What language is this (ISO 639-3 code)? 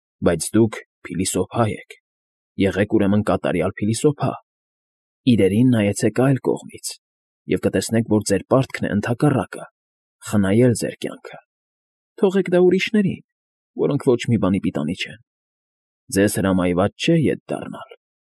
hye